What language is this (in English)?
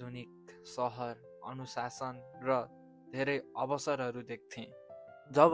Nepali